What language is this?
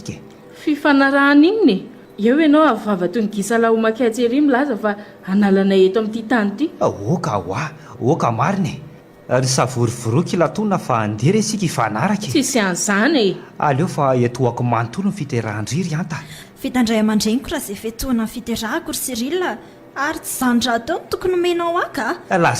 Malagasy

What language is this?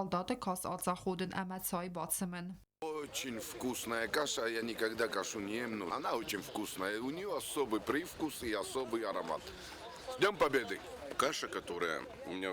Ossetic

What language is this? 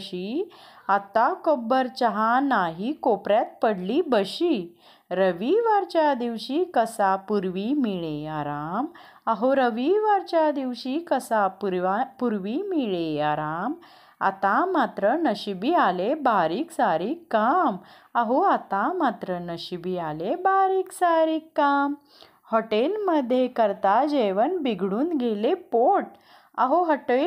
Marathi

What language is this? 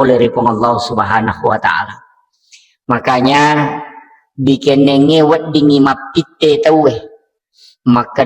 Buginese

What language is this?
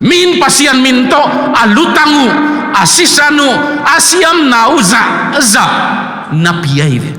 Tedim Chin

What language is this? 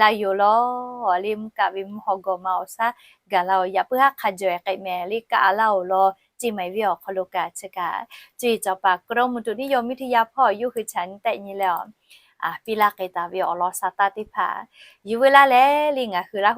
Lahu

